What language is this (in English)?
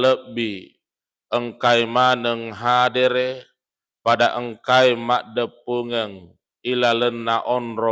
Buginese